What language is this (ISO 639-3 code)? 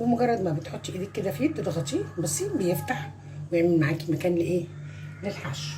arz